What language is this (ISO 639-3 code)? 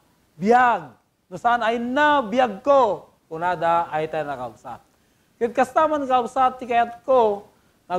ilo